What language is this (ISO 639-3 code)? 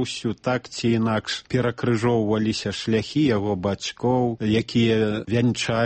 bel